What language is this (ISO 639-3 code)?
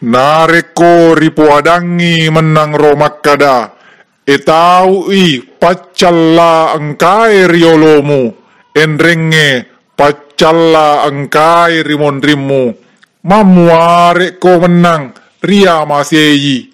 bug